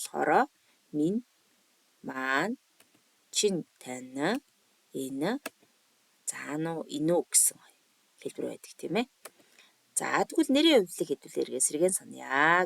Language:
Mongolian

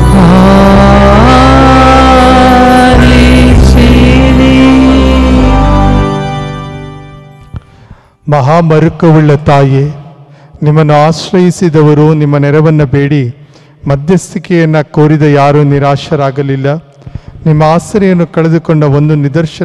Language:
Kannada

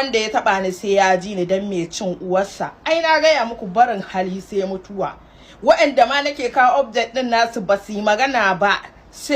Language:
Hausa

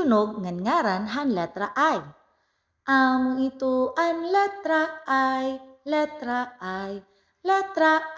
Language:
Waray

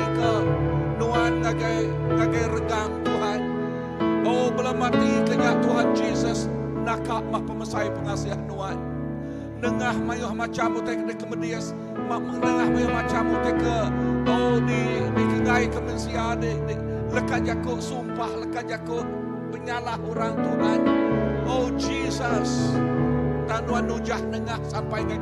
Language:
Iban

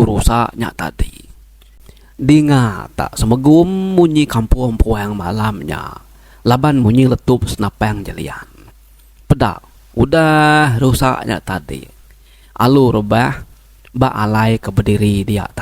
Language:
Iban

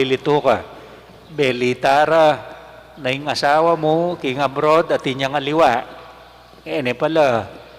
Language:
Pampanga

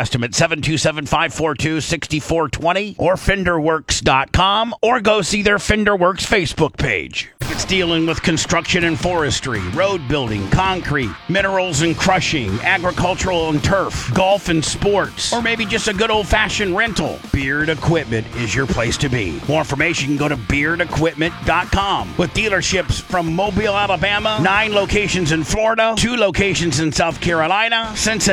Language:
English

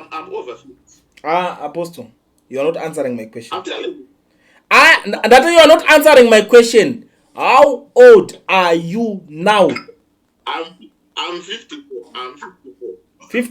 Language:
Shona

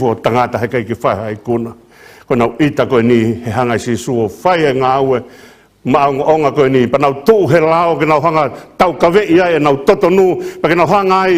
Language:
Tongan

